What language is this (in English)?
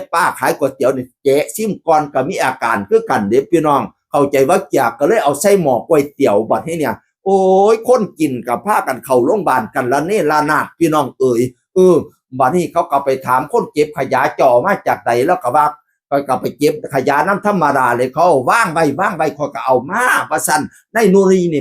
Northeastern Thai